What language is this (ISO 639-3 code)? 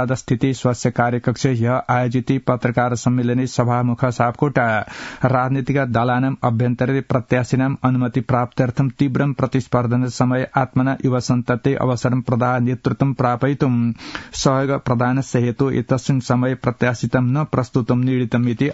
san